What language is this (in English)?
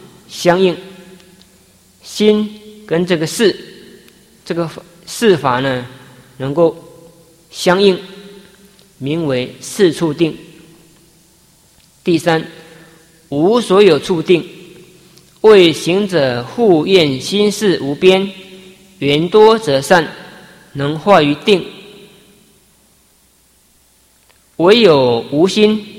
Chinese